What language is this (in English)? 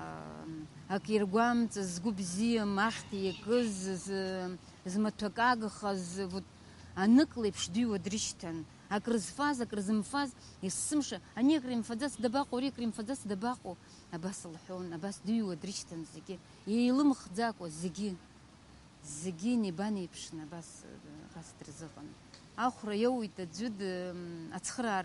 Abkhazian